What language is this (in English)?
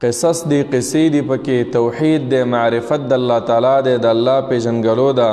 Pashto